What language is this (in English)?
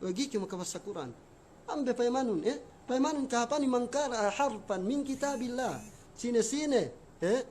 Yakan